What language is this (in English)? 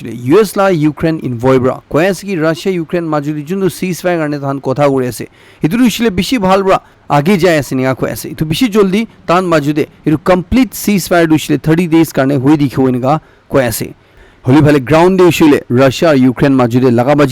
Naga Pidgin